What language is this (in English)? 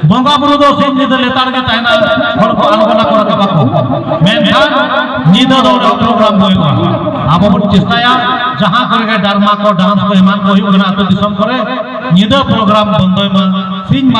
Santali